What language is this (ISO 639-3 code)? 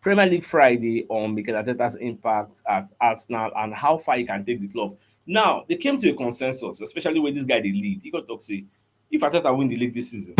pcm